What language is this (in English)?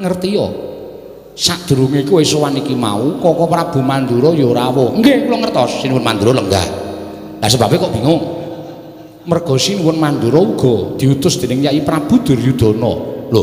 Javanese